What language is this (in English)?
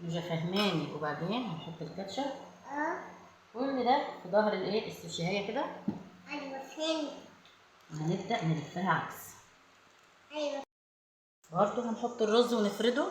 Egyptian Arabic